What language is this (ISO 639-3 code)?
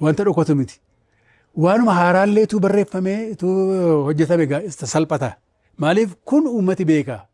orm